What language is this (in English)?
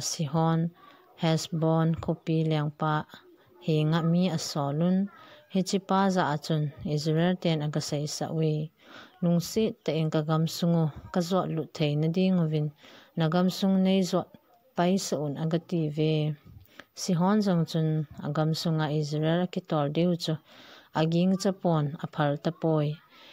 Thado Chin